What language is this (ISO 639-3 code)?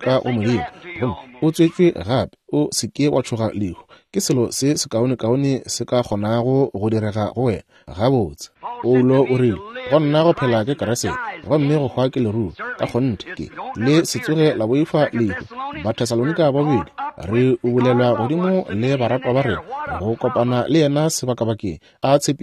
nso